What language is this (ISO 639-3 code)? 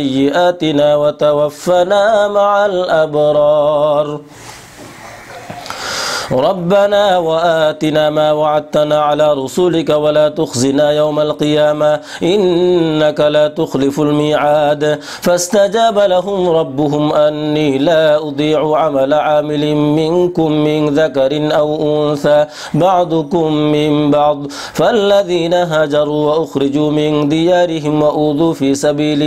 ara